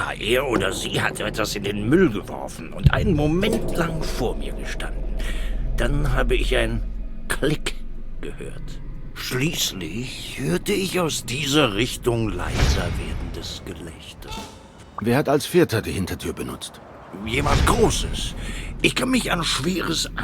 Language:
Swiss German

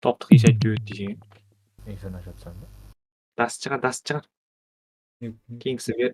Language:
Kara-Kalpak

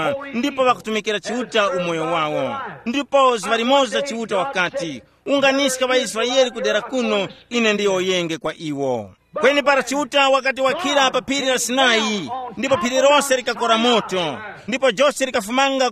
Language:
Tumbuka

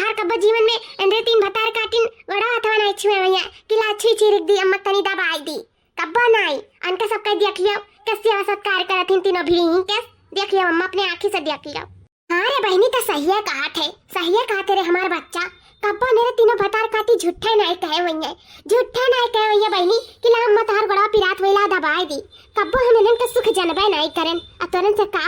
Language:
Awadhi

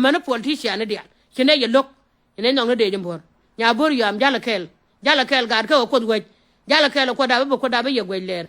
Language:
Nuer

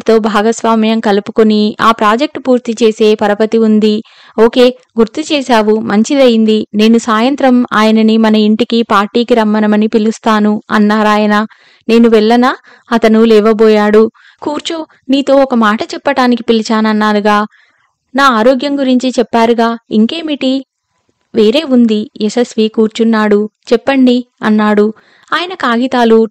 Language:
Telugu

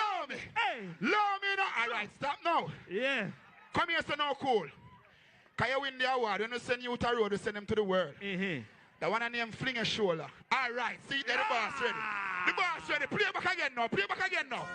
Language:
Jamaican Creole English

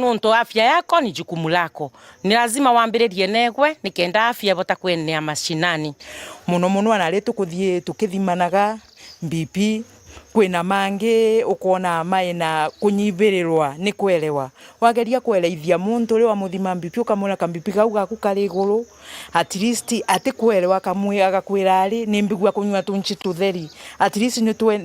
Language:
Meru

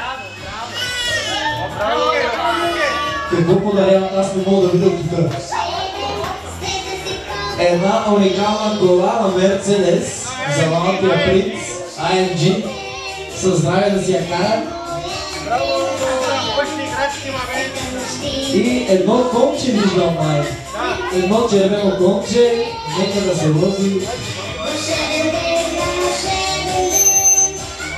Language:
Bulgarian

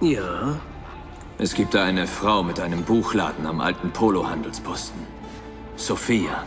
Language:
Bavarian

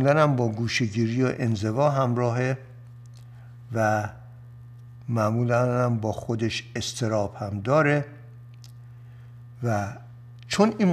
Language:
Persian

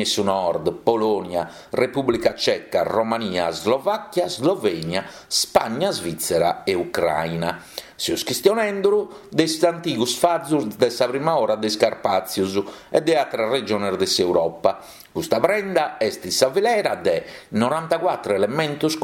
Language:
Sardinian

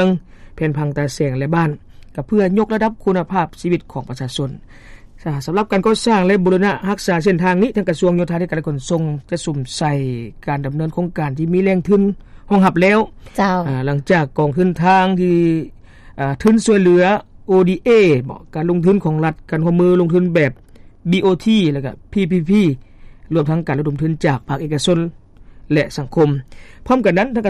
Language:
Lao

